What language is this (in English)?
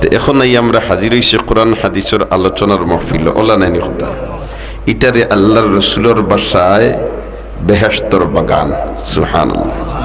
Sylheti